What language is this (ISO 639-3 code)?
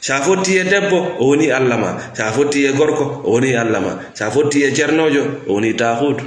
ful